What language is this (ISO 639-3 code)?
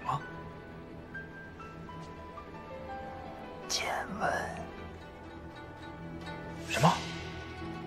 zho